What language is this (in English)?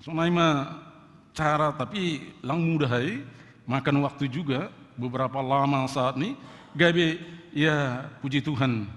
Batak Simalungun